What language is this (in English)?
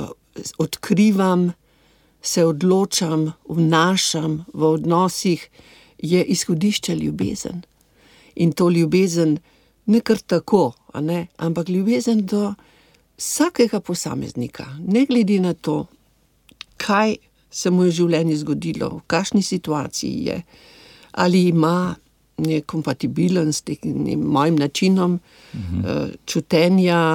Slovenian